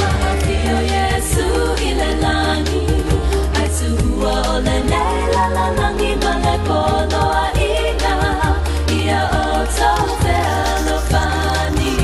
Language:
Samoan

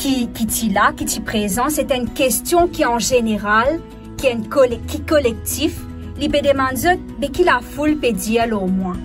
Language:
Morisyen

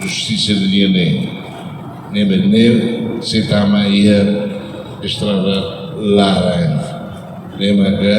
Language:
Tetum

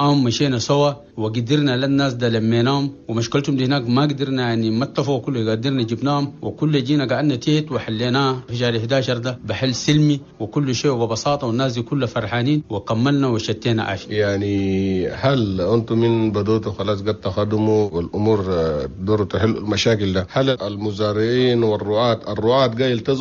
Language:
Chadian Arabic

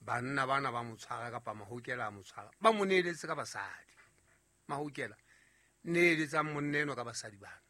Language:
Southern Sotho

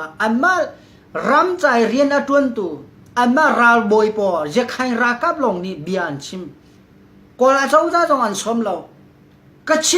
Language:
Hakha Chin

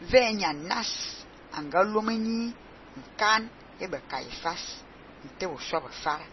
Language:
Fang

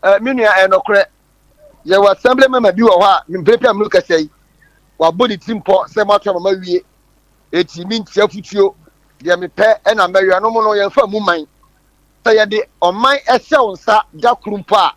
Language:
Akan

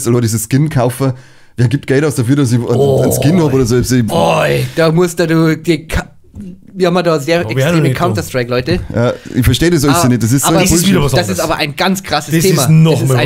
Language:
Bavarian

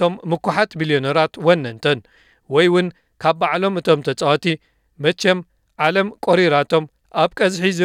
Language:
Tigrinya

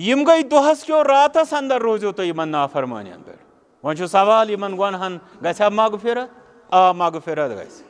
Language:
Kashmiri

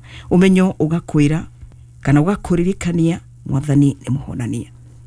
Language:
Kikuyu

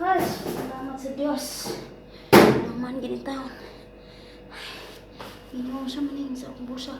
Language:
Cebuano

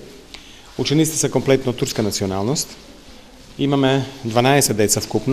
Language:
Macedonian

